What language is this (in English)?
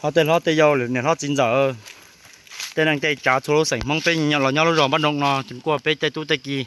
Hmong